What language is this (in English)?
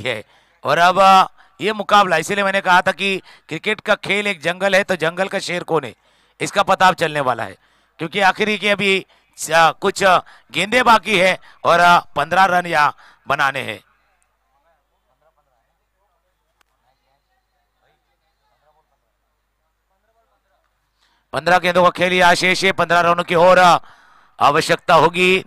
Hindi